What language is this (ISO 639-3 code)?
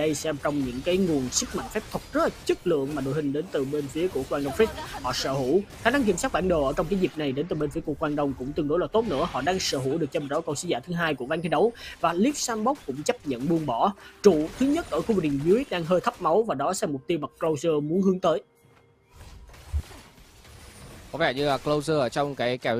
vie